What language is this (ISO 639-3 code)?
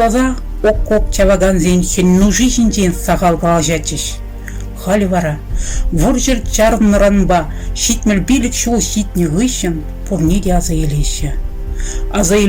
chv